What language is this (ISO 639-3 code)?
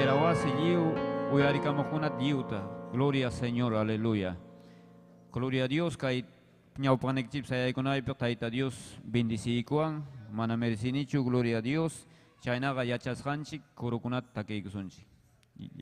quy